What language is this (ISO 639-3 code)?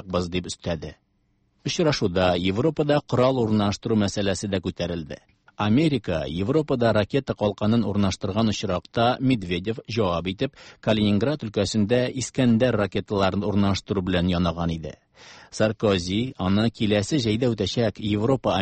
tat